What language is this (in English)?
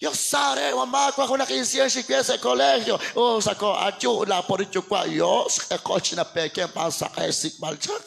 Kekchí